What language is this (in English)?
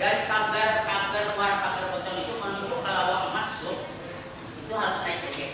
Banjar